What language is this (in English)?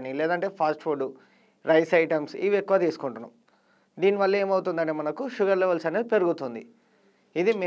Telugu